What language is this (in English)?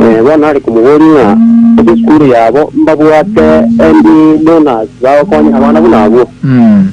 Gusii